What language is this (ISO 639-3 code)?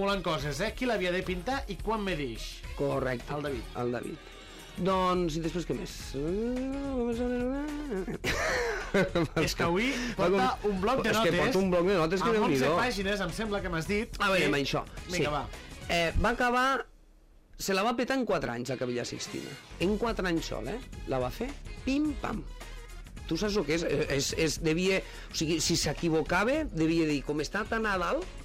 cat